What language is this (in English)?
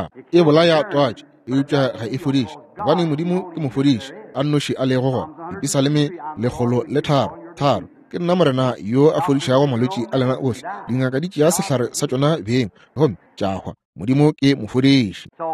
Northern Sotho